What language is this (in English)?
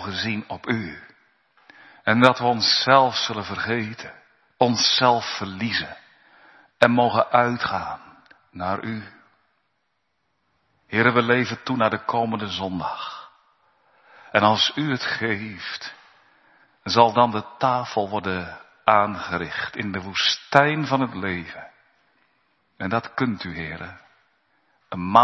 Dutch